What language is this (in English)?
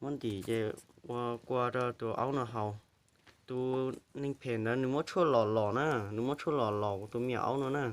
Hmong